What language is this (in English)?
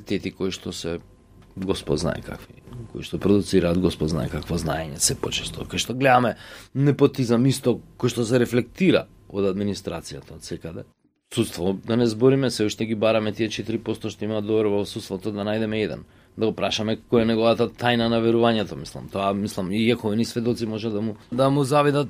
Macedonian